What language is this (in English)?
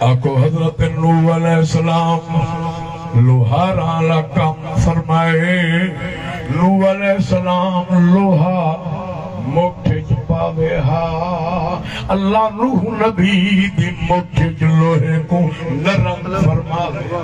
Saraiki